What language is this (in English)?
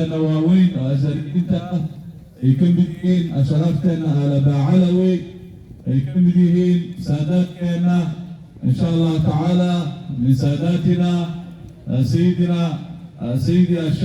Somali